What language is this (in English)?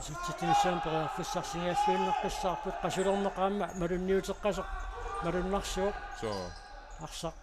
Kalaallisut